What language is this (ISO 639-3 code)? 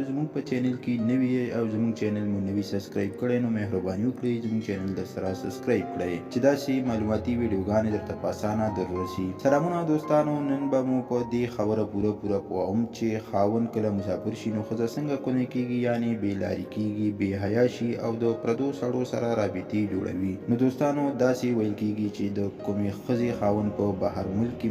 pus